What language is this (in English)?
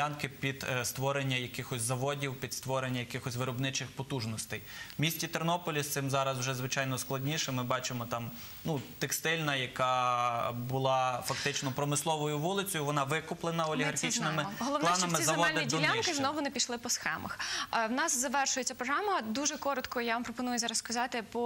Ukrainian